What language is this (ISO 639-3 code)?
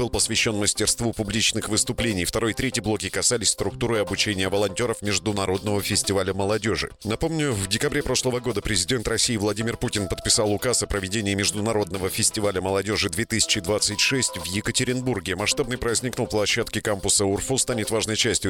rus